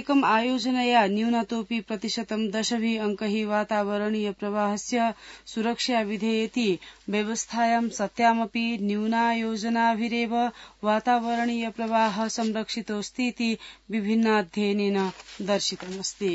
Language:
Sanskrit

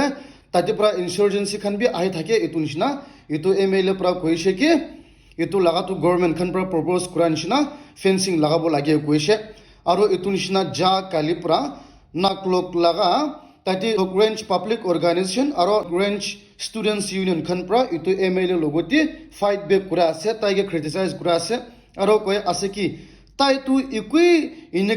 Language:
Naga Pidgin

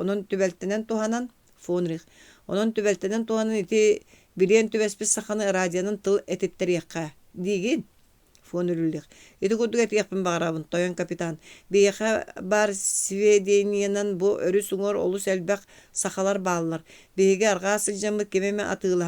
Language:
Yakut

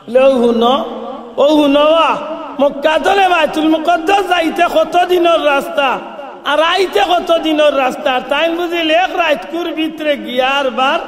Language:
Sylheti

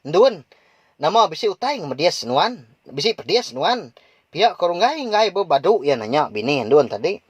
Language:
Iban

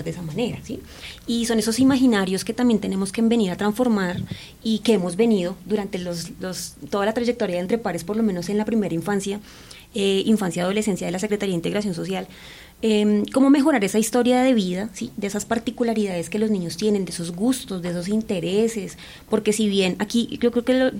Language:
Spanish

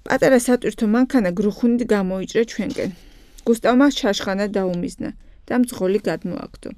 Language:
Georgian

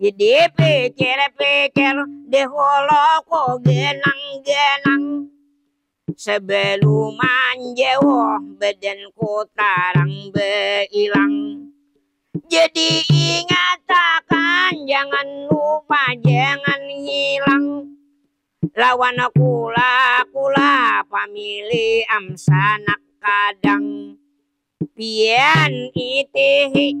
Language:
Banjar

